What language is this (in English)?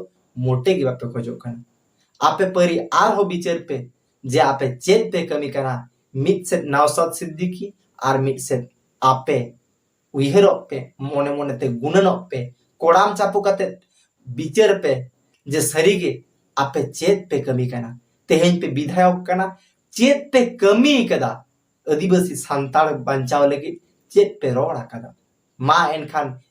Santali